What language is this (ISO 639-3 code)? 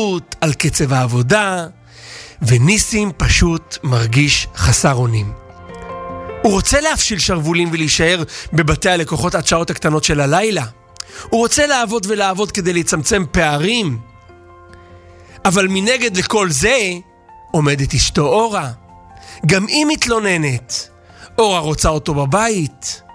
heb